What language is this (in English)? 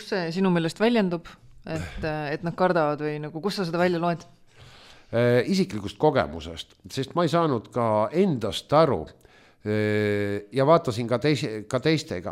Estonian